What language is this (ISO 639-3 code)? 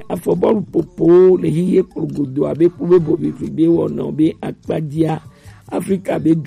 gej